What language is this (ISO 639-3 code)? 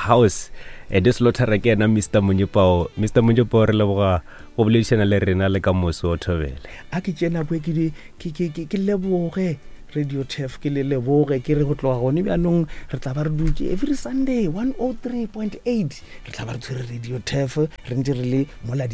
nso